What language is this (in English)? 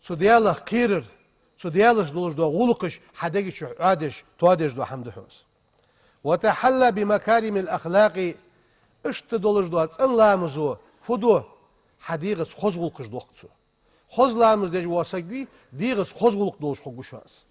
Ingush